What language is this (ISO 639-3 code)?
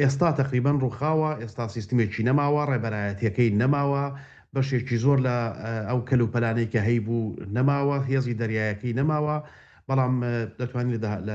ckb